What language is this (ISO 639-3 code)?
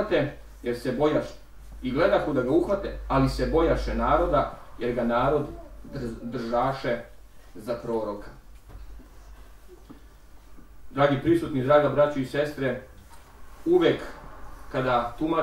srp